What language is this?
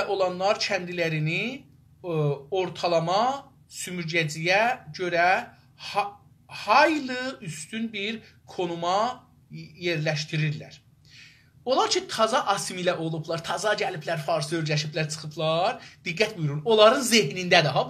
South Azerbaijani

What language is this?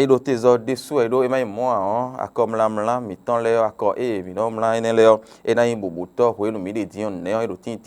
Fon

